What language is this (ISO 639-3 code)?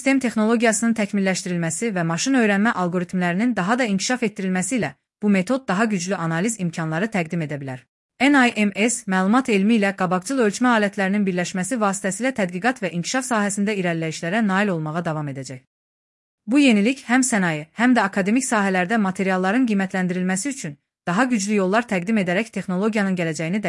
aze